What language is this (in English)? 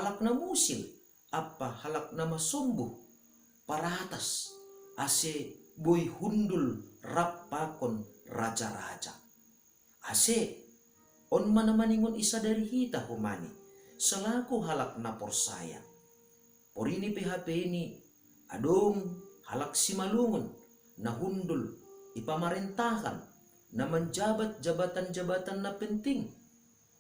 Batak Simalungun